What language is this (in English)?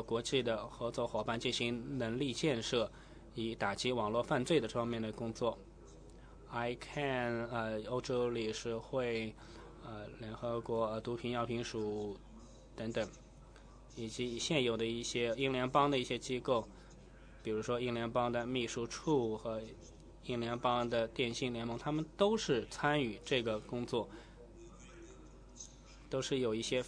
Chinese